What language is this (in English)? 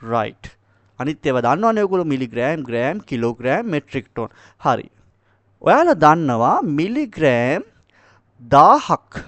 Sinhala